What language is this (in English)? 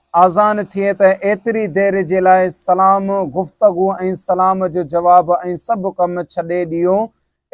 Sindhi